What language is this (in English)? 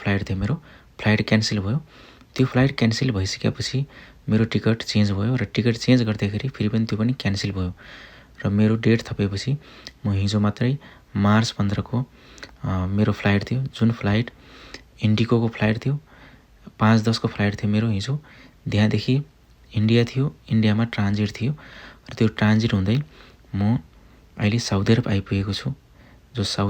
Nepali